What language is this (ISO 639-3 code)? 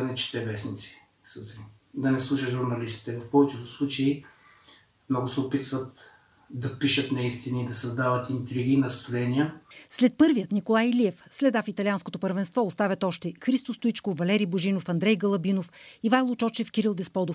bul